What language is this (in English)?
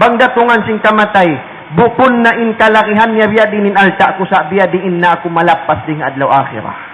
Tausug